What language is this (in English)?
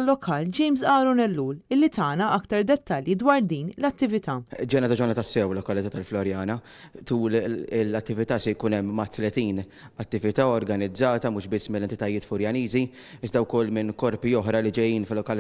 Maltese